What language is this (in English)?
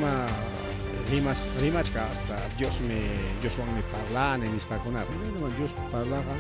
Ayacucho Quechua